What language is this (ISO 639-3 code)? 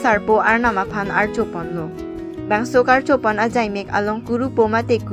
mjw